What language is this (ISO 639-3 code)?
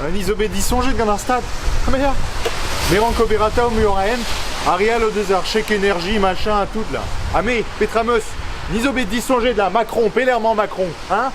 bre